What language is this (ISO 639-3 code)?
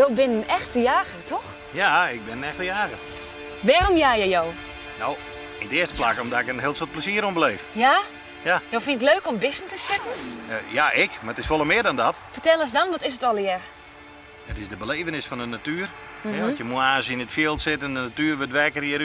fry